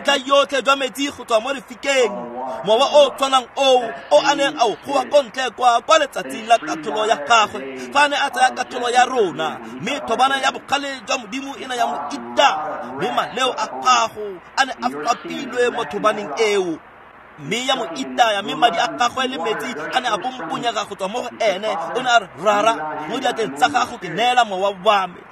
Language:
Tswana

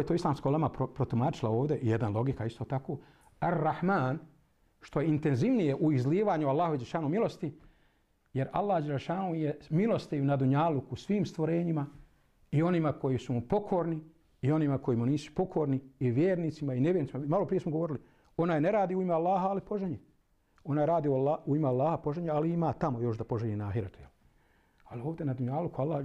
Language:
Bosnian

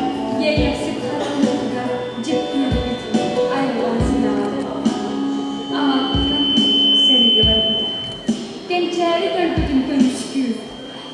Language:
Yakut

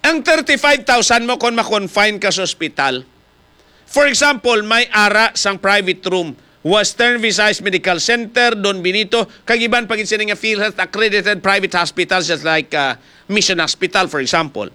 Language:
Hiligaynon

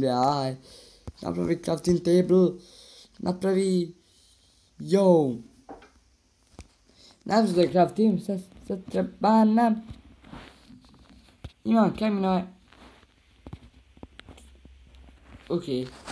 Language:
Bosnian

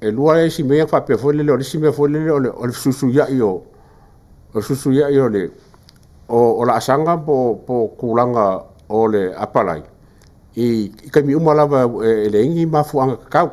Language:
Samoan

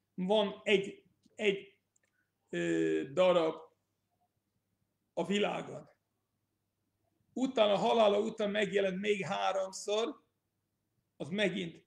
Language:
Hungarian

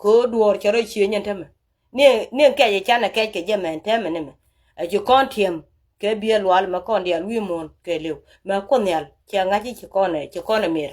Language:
Nuer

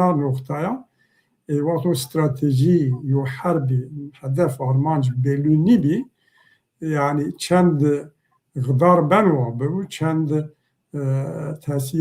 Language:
Zaza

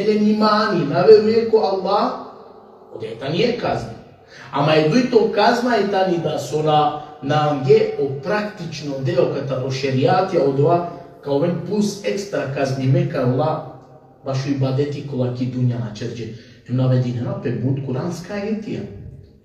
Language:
Balkan Romani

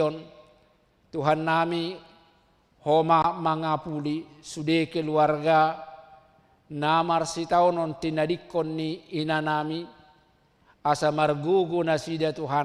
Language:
Batak Toba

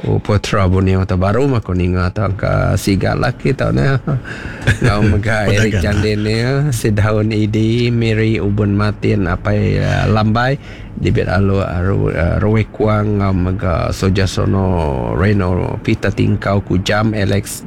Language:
Iban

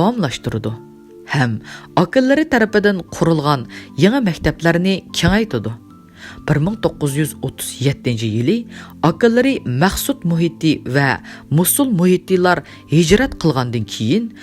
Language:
Uyghur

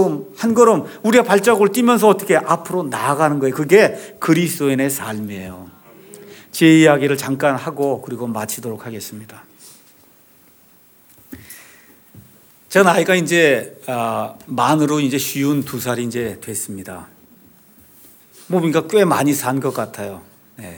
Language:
Korean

